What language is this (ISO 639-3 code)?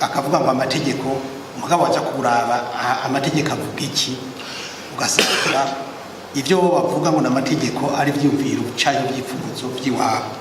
run